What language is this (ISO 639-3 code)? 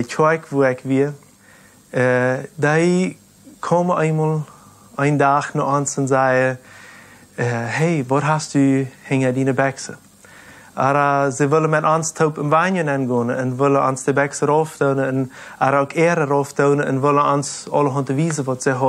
pdt